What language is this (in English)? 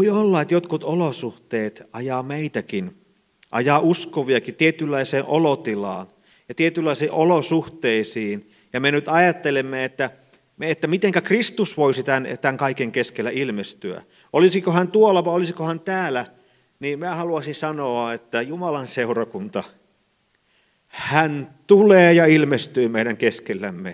Finnish